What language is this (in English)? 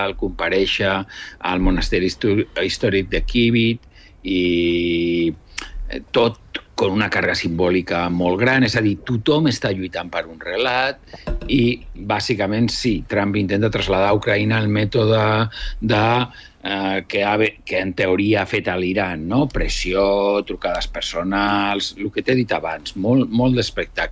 Catalan